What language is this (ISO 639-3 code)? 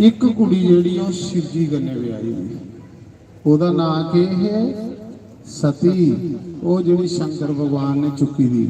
doi